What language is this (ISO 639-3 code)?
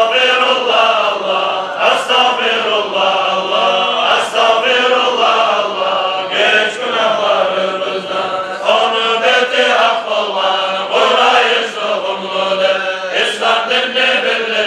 kum